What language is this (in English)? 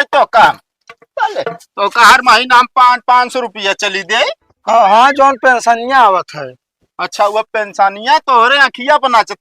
Awadhi